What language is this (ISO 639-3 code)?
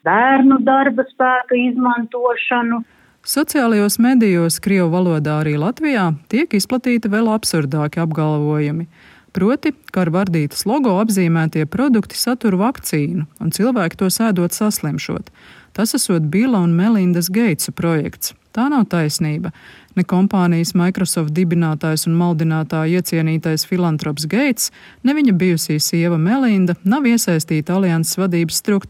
lav